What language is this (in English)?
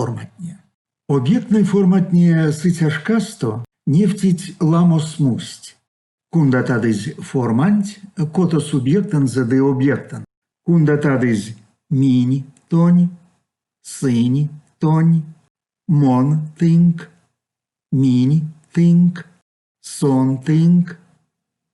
Erzya